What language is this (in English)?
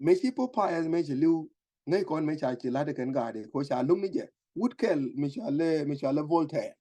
Nuer